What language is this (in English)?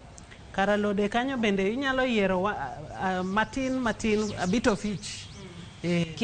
Luo (Kenya and Tanzania)